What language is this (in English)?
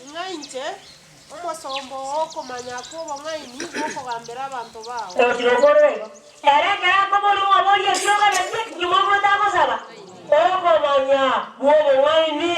Gusii